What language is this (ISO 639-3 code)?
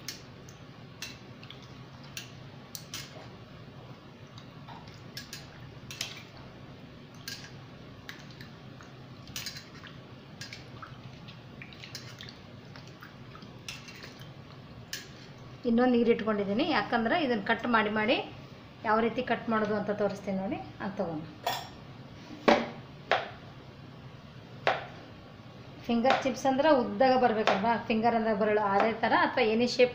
kan